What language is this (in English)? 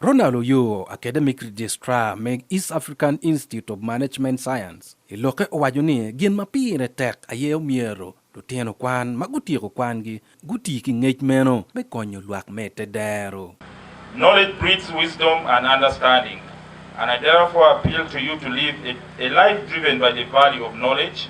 Acoli